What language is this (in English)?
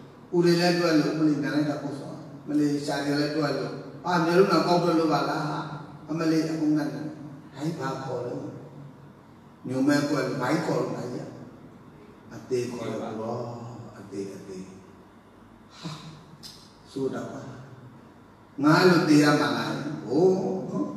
Burmese